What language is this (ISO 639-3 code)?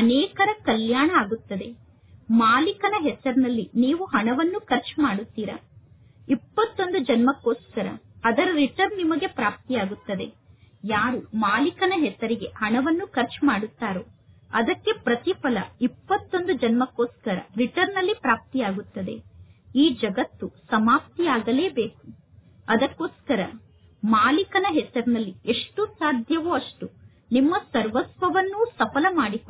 kan